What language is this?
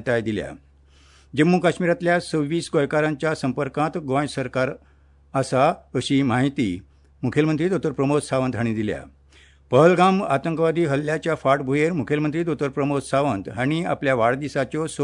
Konkani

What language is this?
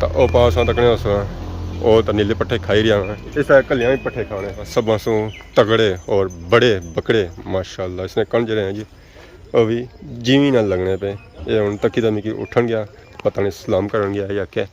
Pahari-Potwari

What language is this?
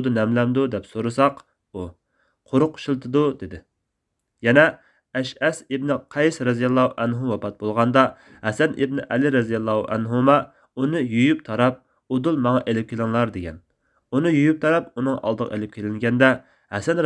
Uyghur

